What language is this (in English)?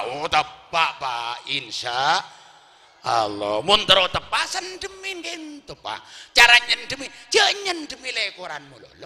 Madurese